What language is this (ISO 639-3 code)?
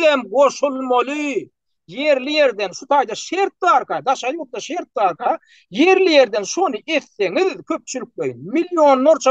tuk